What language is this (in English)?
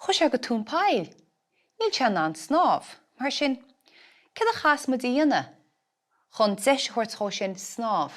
Irish